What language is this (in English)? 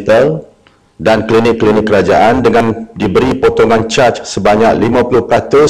Malay